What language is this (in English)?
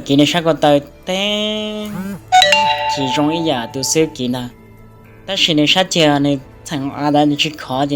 Hmong